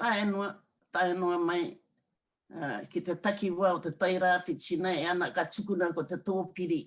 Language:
Māori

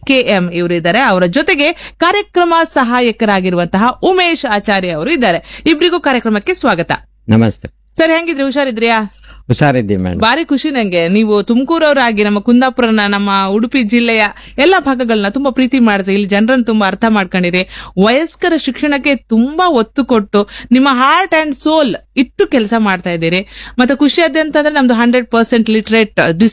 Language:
Kannada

